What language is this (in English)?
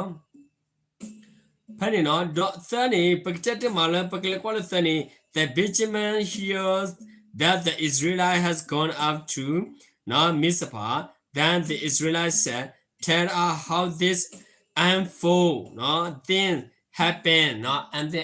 S'gaw Karen